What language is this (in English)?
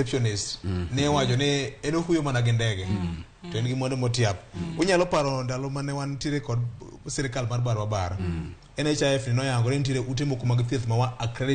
Luo (Kenya and Tanzania)